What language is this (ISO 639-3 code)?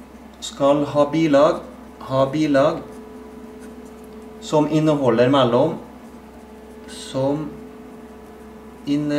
nor